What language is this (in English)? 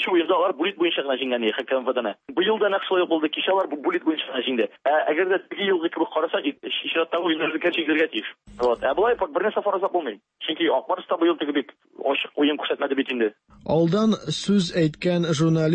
Tatar